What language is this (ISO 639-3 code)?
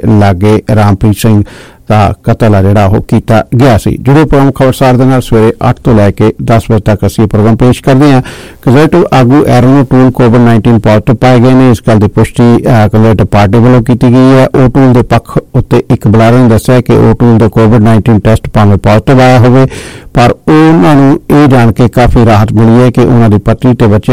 pan